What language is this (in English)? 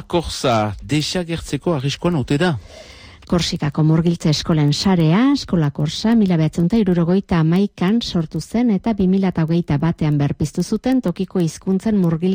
Basque